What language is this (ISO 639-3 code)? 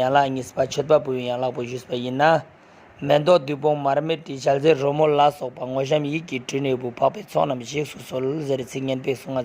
lbj